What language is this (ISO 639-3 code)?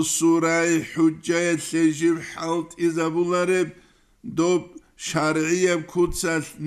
ava